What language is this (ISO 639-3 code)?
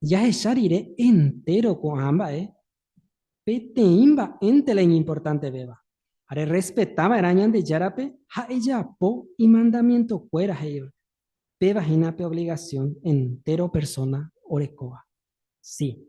grn